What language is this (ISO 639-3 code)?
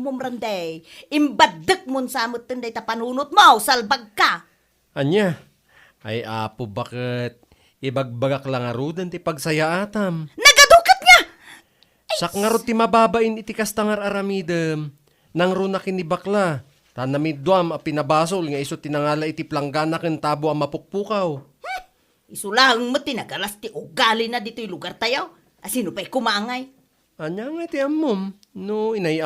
ilo